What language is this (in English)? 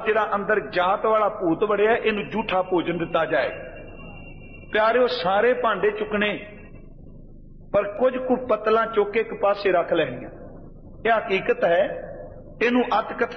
Punjabi